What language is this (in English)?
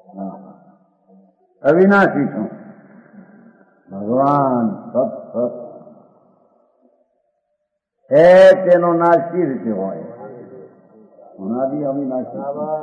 Gujarati